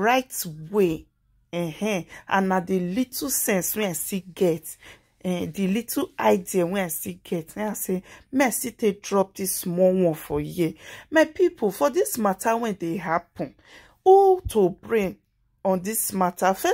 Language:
Nigerian Pidgin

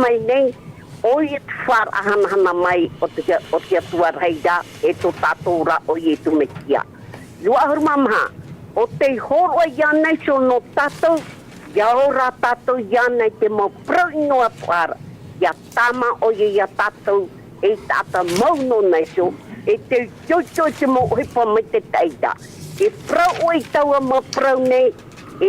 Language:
Tahitian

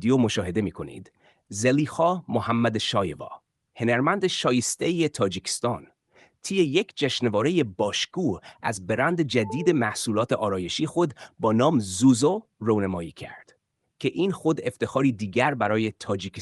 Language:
Tajik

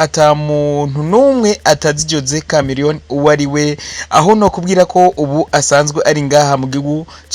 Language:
Rundi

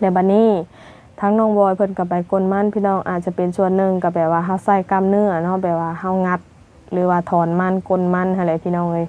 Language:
Lao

